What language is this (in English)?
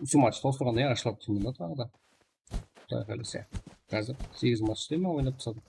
Kara-Kalpak